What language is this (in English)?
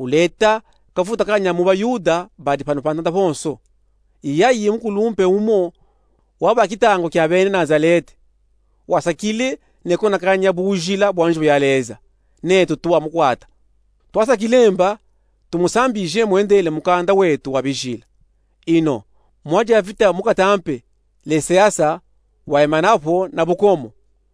Luba-Katanga